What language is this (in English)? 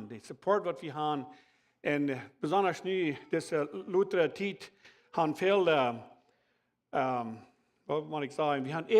Plautdietsch